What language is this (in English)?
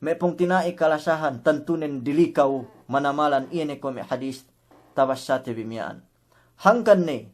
Yakan